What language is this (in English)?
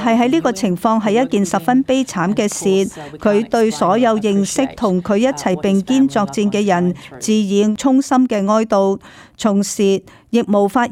Cantonese